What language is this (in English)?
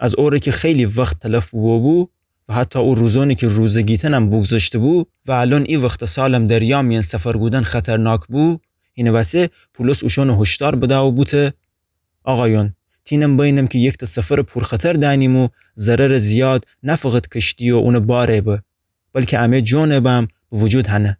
Gilaki